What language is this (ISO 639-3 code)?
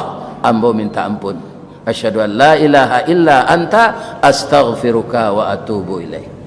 min